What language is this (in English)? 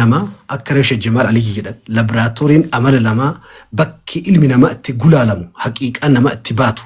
Oromo